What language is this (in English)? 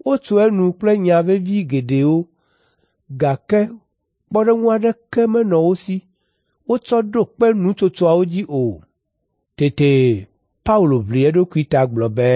Ewe